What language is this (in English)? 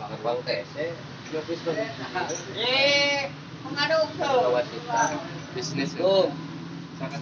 Sundanese